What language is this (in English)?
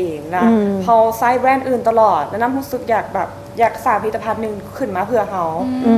Lao